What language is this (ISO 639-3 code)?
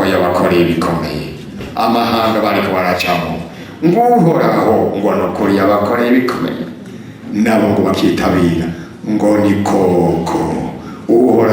run